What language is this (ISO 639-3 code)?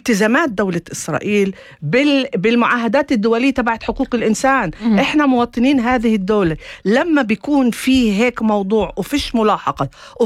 apc